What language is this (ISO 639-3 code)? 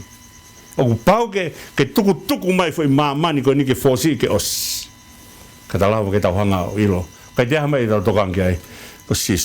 ton